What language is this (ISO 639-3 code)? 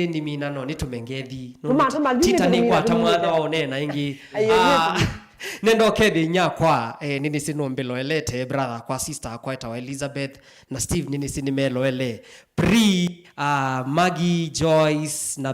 kam